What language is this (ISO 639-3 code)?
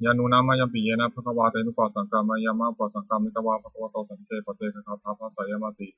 pli